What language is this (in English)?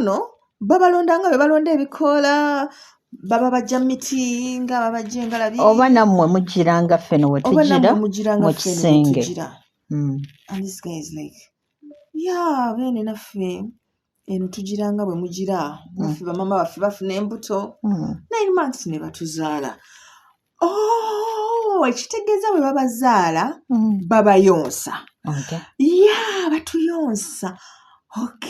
Ganda